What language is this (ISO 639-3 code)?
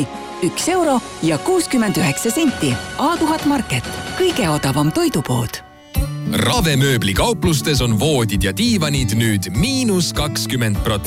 est